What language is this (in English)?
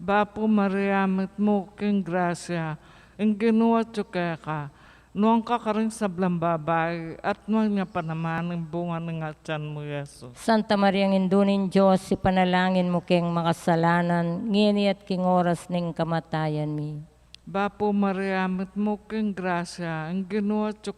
Pampanga